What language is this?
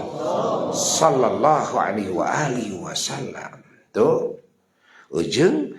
Sundanese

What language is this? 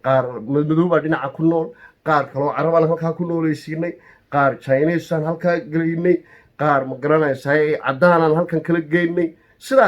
Somali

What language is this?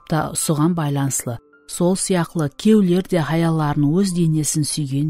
Kara-Kalpak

